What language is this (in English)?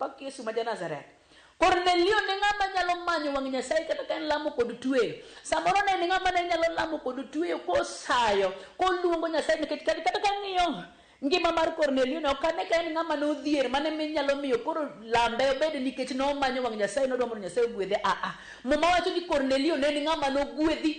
Luo (Kenya and Tanzania)